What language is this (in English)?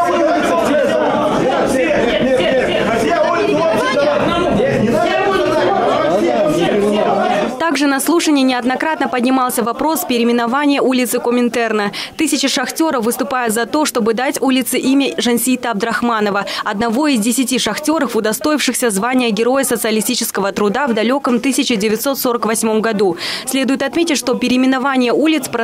Russian